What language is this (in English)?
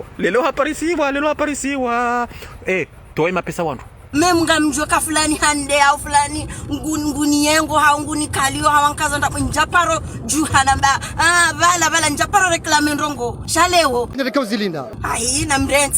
Ngazidja Comorian